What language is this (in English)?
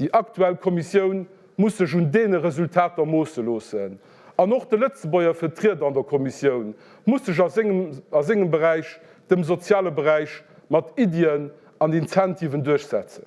Luxembourgish